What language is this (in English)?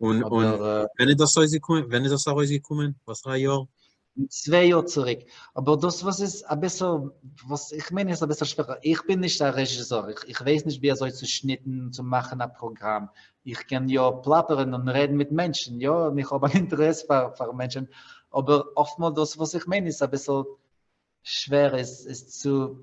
Yiddish